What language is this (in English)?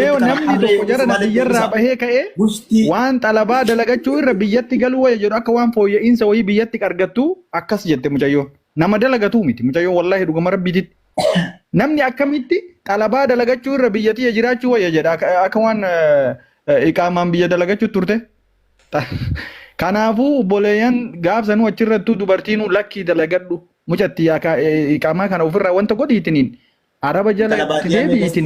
Oromo